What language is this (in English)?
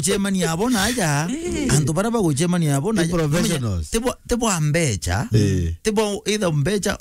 Meru